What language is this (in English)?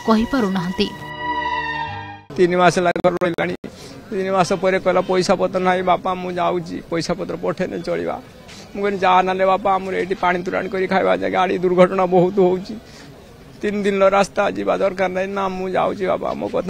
Odia